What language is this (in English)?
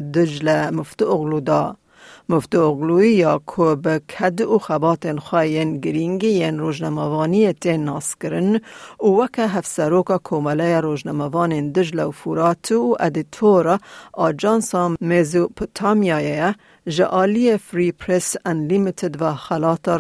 Kurdish